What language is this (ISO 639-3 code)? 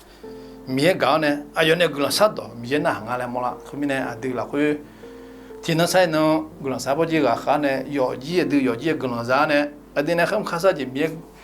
ahk